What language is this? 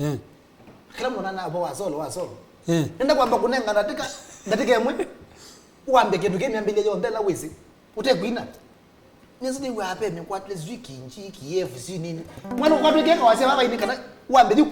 Kamba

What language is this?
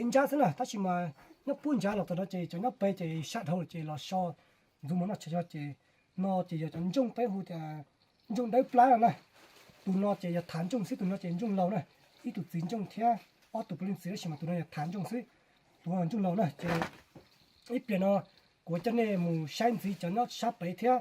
Hmong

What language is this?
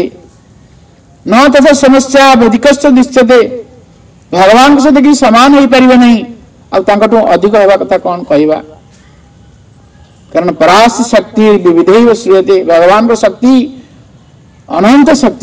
Odia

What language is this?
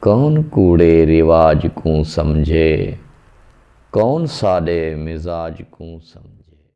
Saraiki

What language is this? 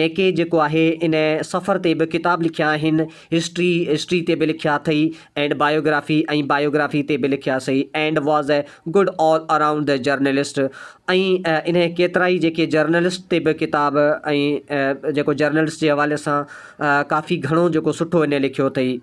Sindhi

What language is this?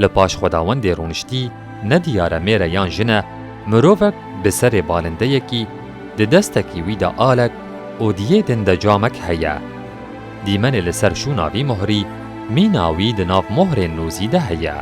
Kurdish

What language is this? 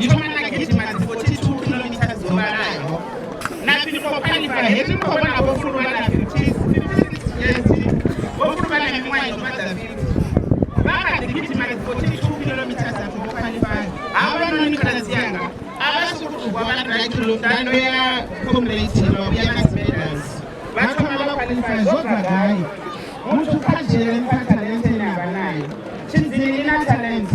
Venda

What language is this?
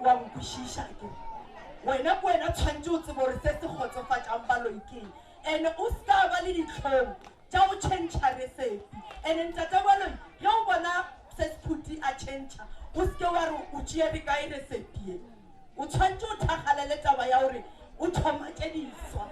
Northern Sotho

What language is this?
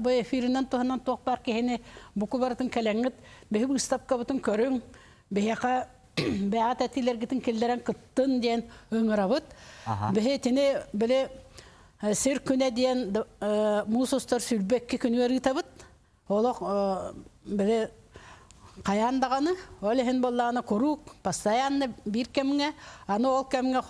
Yakut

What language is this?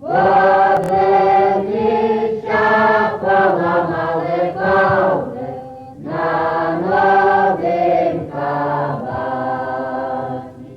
Rusyn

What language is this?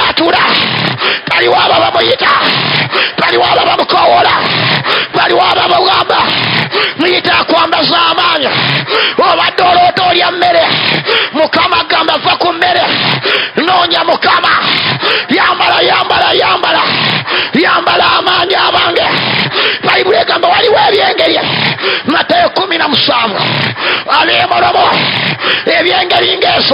Ganda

